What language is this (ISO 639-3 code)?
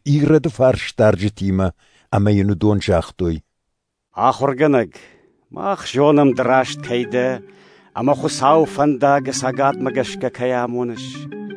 oss